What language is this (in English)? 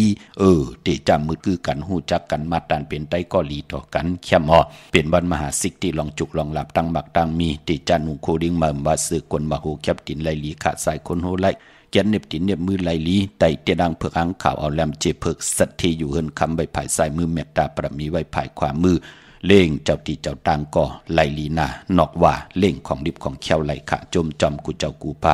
Shan